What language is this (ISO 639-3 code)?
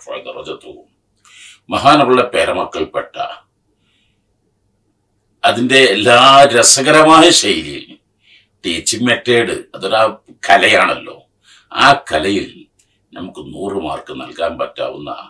mal